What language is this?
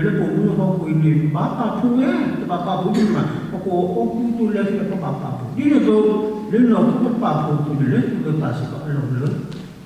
S'gaw Karen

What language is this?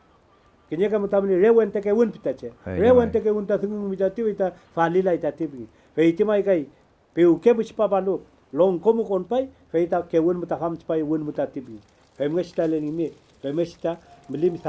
Mapuche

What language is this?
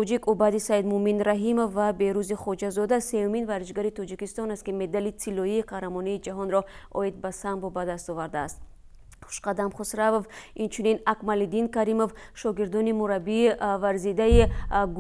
Tajik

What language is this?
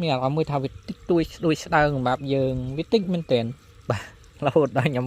Khmer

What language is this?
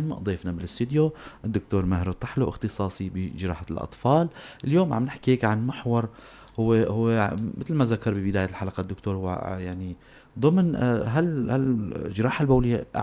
North Levantine Arabic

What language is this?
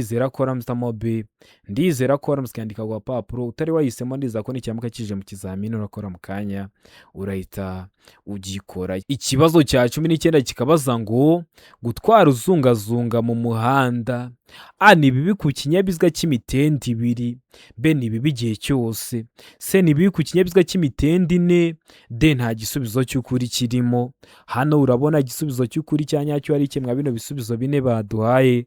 Kinyarwanda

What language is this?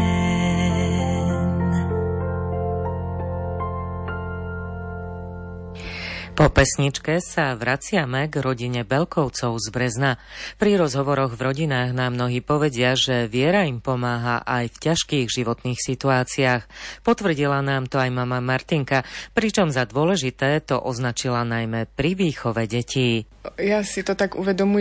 Slovak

